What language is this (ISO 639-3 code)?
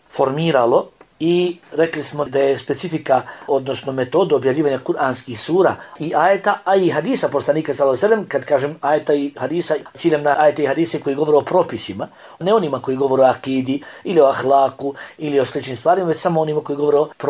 bos